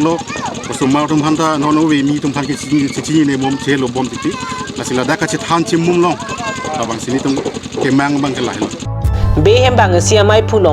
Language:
Karbi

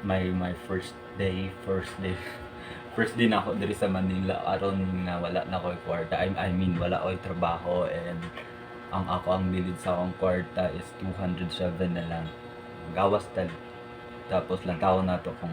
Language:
Cebuano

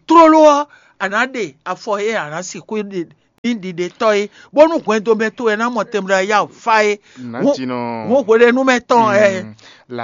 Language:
Fon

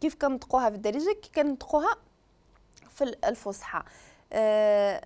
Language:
Moroccan Arabic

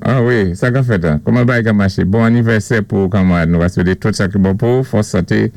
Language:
Saint Lucian Creole French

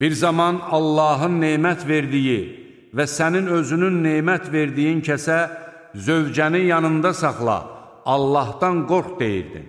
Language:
Azerbaijani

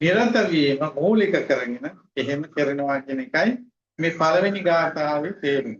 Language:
Sinhala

